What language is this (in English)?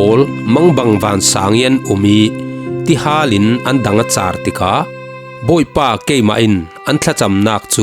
Falam Chin